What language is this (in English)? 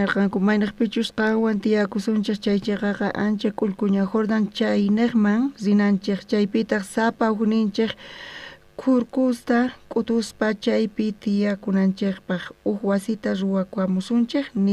South Bolivian Quechua